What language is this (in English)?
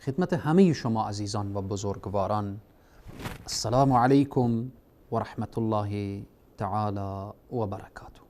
Persian